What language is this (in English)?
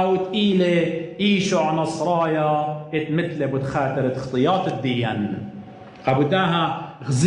Assyrian Neo-Aramaic